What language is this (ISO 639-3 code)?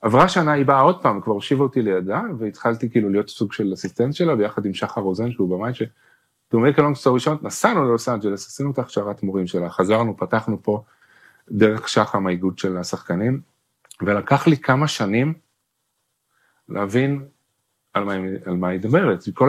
heb